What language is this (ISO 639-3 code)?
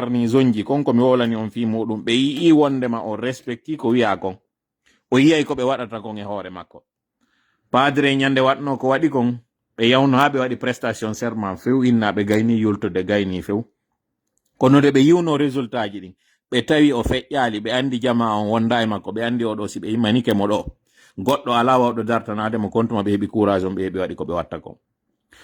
fuf